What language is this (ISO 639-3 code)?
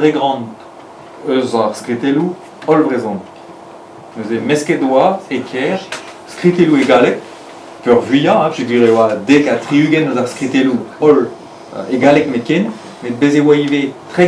bre